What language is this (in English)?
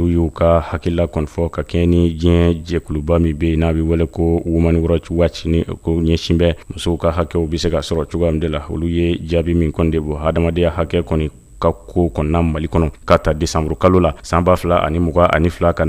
Bambara